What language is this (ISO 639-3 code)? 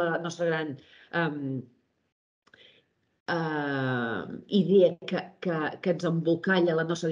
cat